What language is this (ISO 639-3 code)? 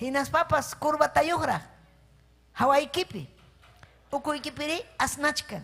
quy